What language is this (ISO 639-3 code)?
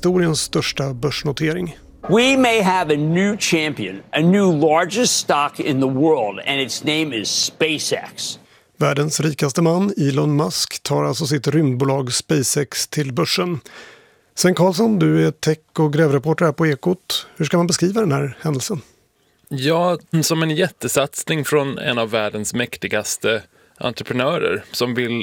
swe